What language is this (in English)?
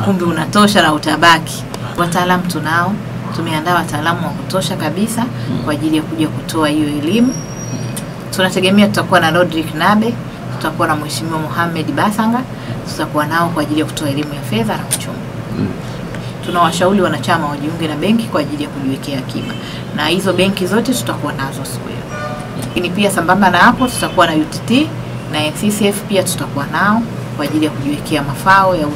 Swahili